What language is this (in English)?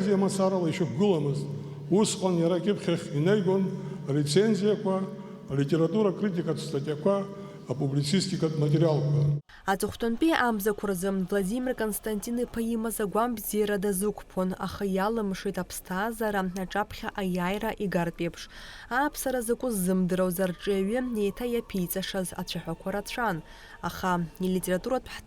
Abkhazian